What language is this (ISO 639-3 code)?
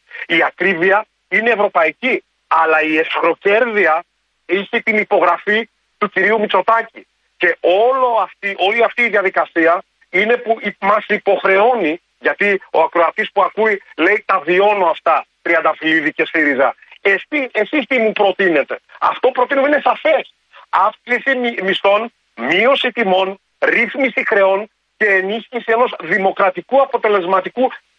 ell